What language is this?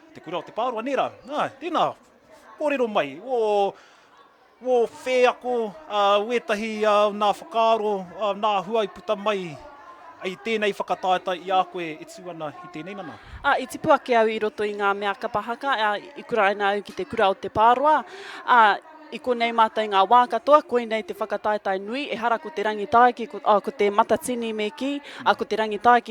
Māori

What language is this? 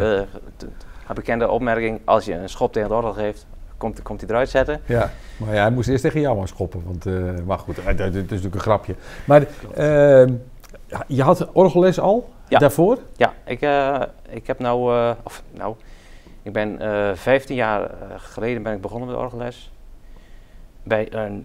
Dutch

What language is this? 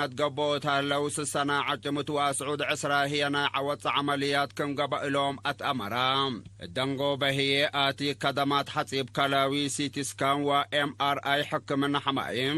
Tigre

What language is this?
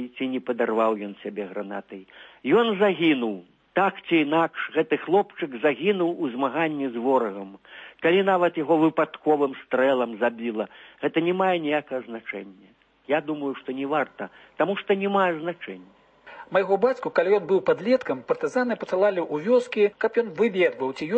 Belarusian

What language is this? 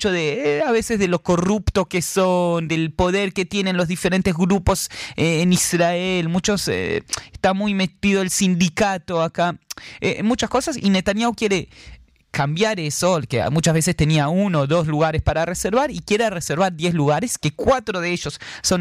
Spanish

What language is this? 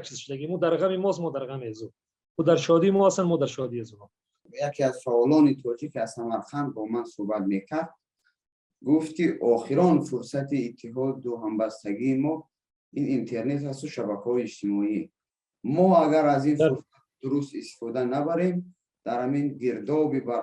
Persian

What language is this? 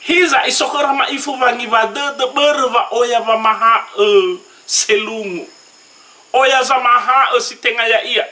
Nias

